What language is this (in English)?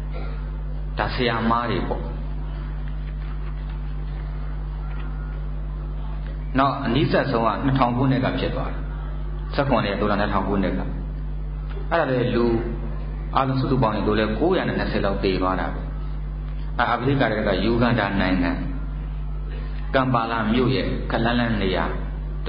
Burmese